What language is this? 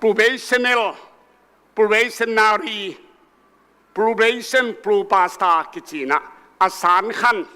Tedim Chin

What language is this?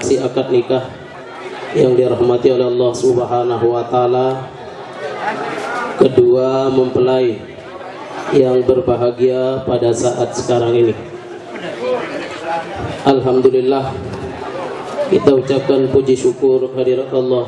Indonesian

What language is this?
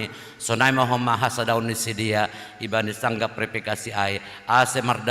Batak Simalungun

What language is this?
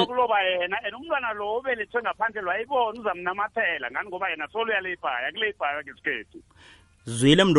South Ndebele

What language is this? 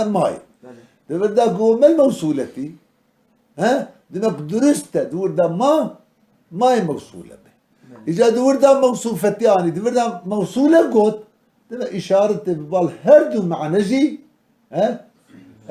Kurdish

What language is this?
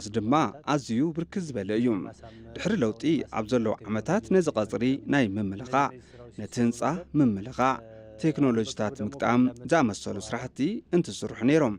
Tigrinya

